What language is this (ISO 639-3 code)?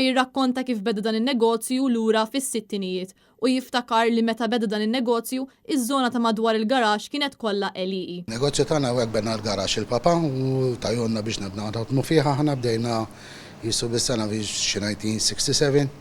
mlt